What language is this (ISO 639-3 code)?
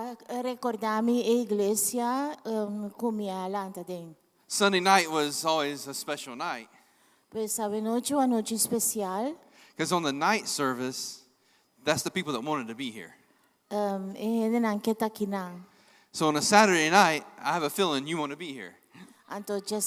pap